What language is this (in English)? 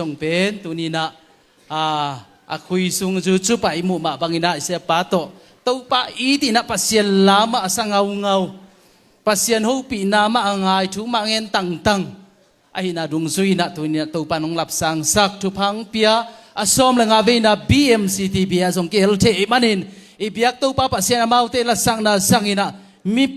Tedim Chin